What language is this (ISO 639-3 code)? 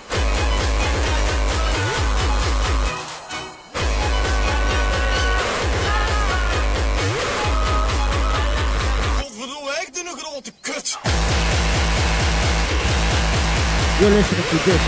eng